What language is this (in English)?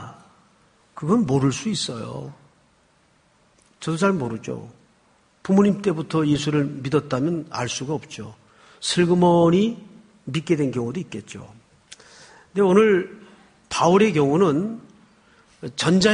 Korean